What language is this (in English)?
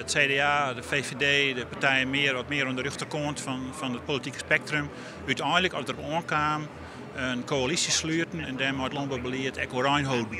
Western Frisian